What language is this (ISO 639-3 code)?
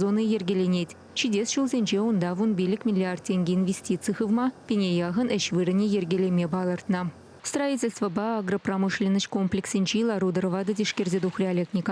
chv